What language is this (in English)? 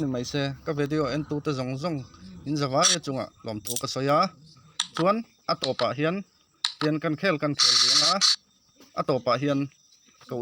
Mizo